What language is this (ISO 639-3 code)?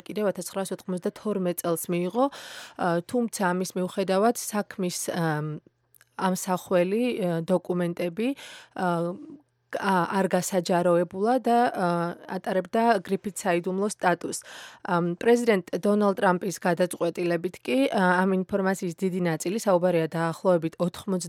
kat